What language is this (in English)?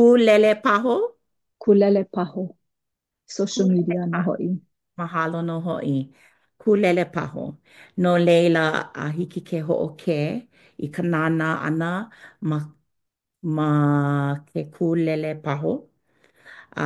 Hawaiian